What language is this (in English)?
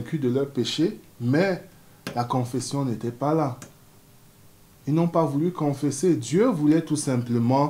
French